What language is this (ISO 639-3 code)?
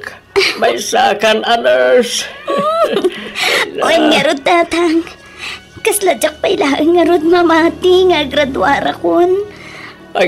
ilo